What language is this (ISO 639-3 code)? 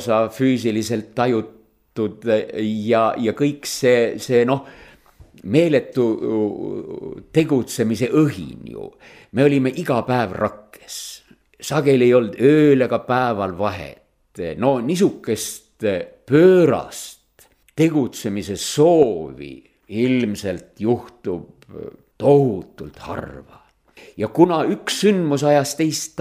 est